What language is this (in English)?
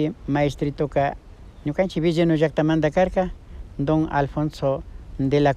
Imbabura Highland Quichua